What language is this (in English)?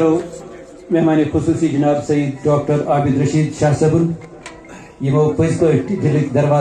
Kashmiri